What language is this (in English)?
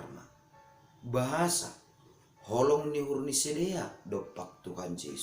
Batak Simalungun